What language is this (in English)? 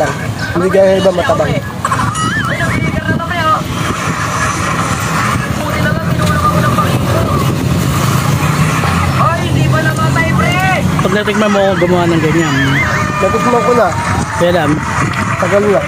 Filipino